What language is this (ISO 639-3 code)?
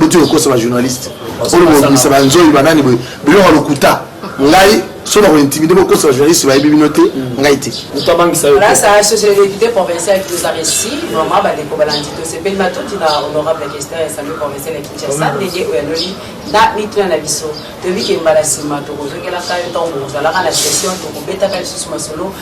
lin